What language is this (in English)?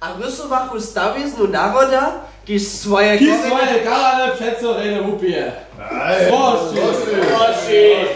Upper Sorbian